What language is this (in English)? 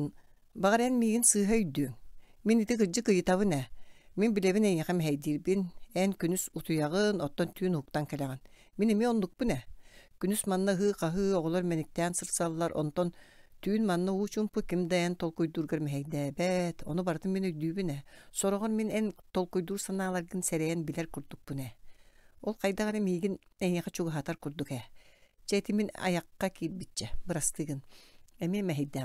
Yakut